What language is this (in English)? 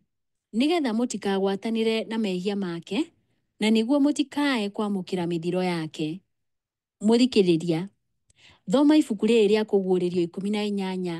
Kikuyu